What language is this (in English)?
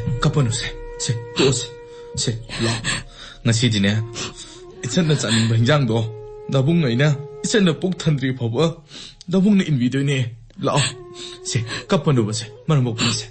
Manipuri